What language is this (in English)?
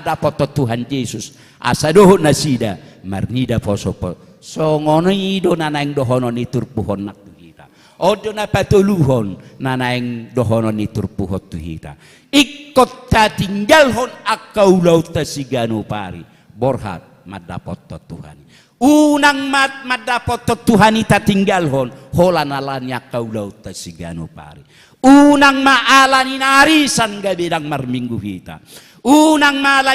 Batak Toba